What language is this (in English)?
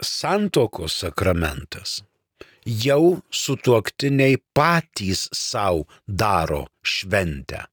Lithuanian